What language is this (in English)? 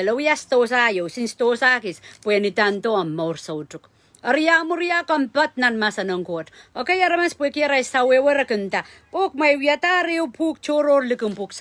Pohnpeian